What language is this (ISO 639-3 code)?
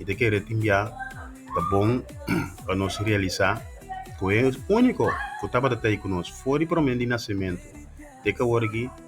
pap